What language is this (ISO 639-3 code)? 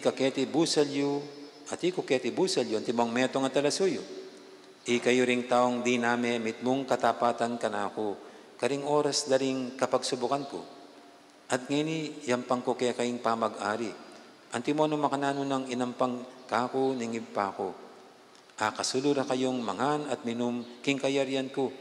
pam